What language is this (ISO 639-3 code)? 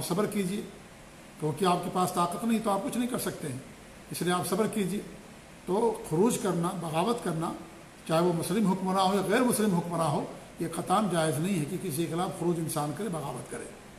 urd